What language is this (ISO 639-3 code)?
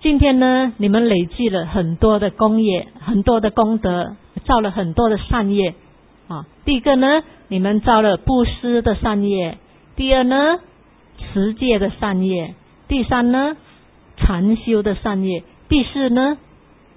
zho